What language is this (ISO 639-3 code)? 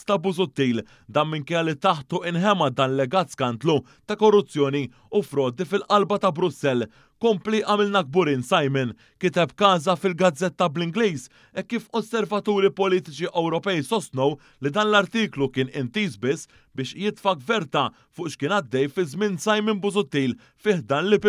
mlt